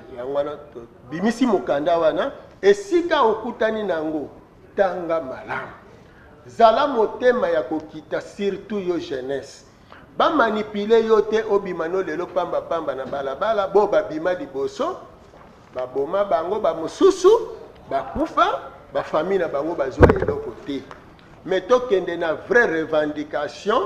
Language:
Lingala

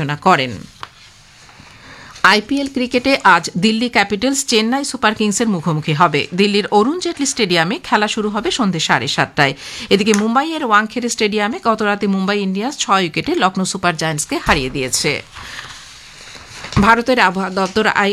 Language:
Bangla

